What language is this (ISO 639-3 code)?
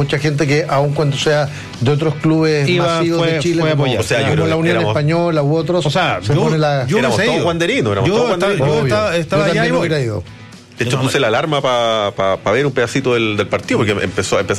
spa